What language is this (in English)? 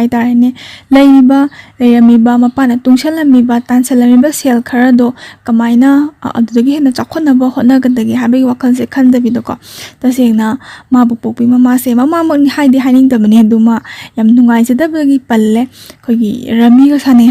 Manipuri